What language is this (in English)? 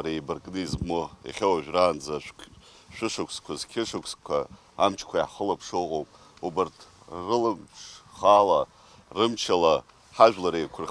Abkhazian